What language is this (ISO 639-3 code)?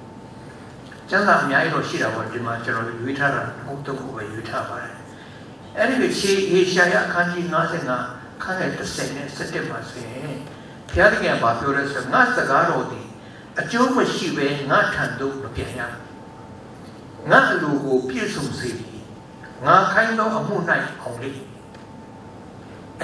mya